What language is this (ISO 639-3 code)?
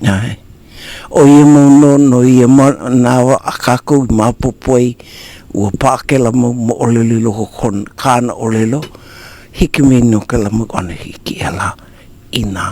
haw